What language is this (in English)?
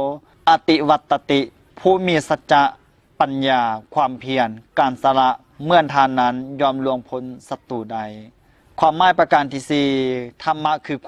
Lao